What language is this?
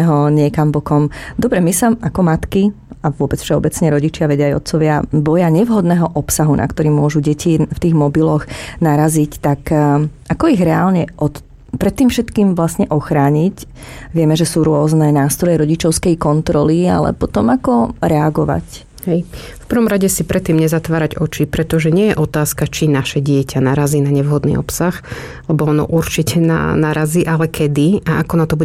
Slovak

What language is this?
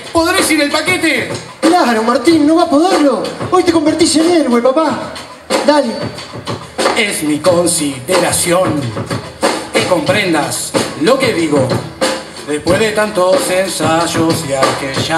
Spanish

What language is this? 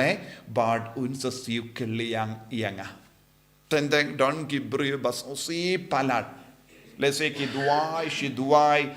Khasi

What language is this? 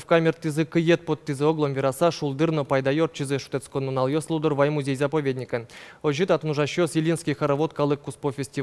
Udmurt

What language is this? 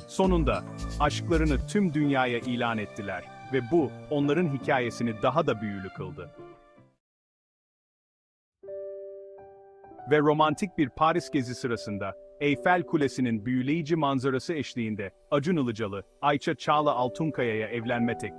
Turkish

